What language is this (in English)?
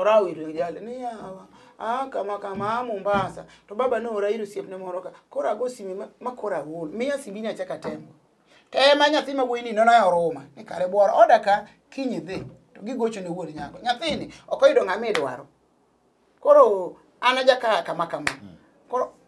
Luo (Kenya and Tanzania)